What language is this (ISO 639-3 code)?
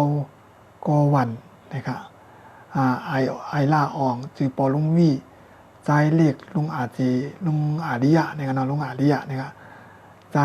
shn